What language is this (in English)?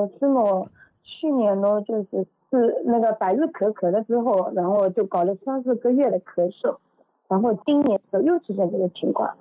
Chinese